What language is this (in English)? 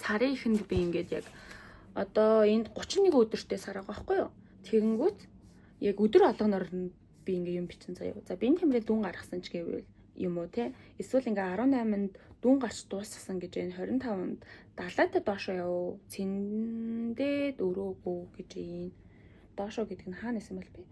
Mongolian